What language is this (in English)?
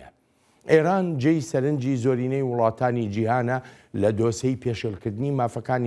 Central Kurdish